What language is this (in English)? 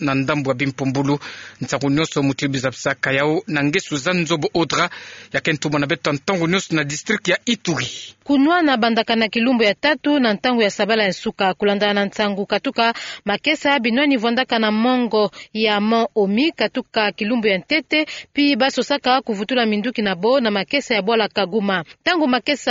Kituba (Democratic Republic of Congo)